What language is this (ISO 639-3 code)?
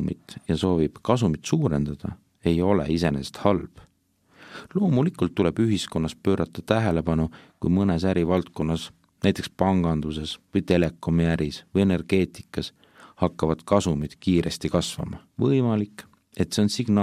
est